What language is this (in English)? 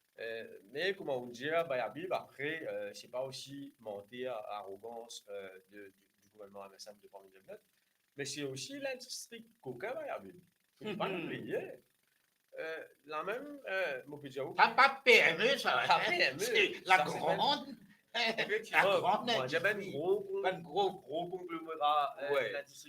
Morisyen